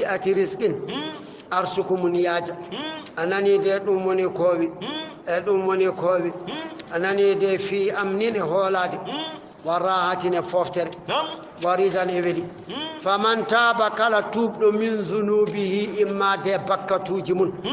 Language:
Fula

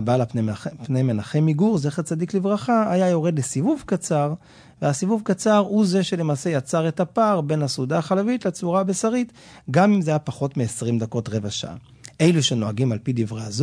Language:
Hebrew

